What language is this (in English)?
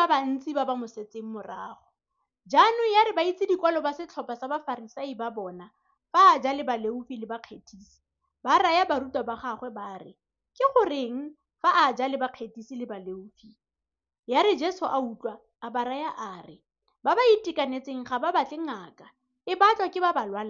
Tswana